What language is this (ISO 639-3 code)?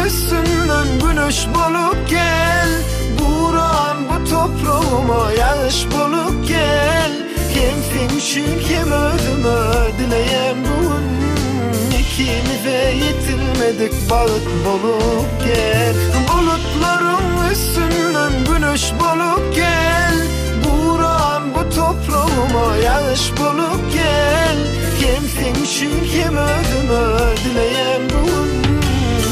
tuk